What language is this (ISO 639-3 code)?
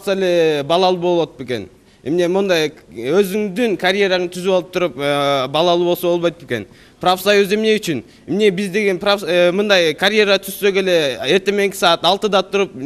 kir